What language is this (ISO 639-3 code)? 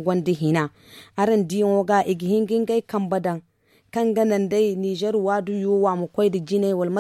dje